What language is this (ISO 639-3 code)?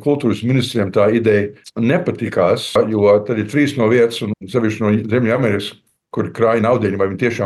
lav